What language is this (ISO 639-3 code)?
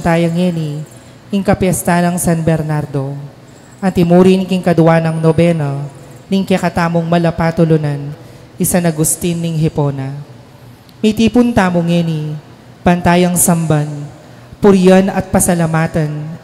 pam